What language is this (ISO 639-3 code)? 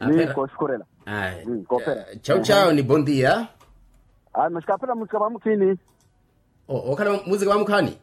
vmw